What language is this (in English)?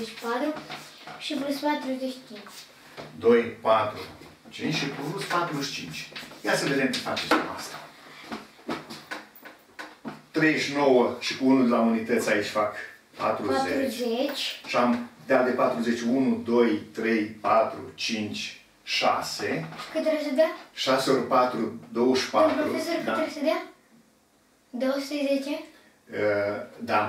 Romanian